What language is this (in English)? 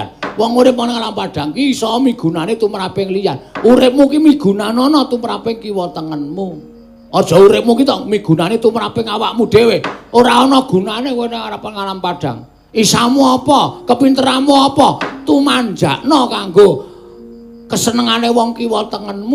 Javanese